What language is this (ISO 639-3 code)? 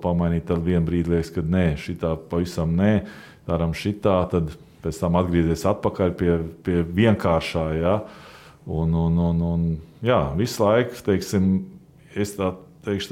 lav